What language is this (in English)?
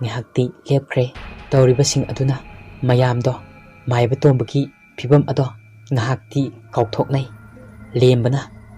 Manipuri